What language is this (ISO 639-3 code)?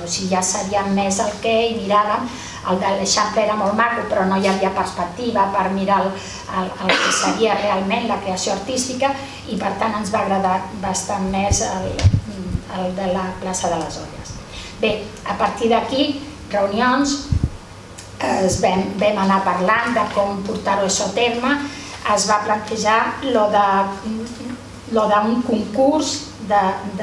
cat